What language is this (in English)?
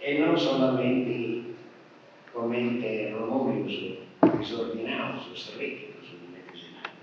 Sardinian